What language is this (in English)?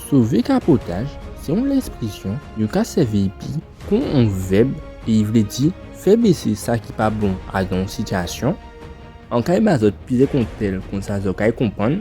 Guadeloupean Creole French